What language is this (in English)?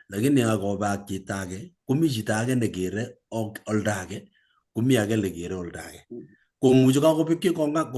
Kalenjin